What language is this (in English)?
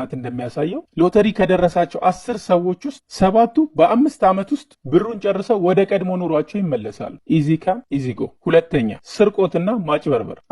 Amharic